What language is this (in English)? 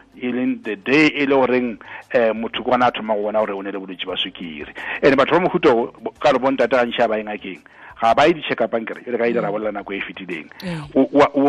Tswana